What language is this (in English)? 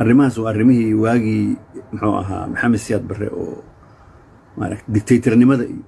Somali